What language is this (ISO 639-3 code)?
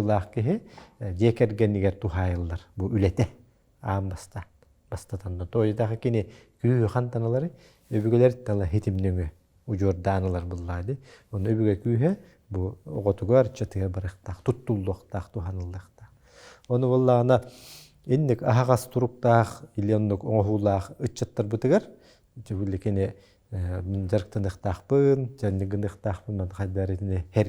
sah